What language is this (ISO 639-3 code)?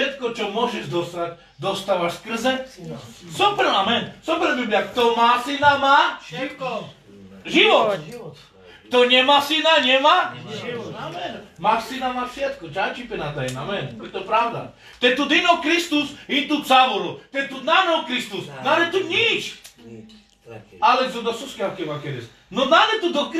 slk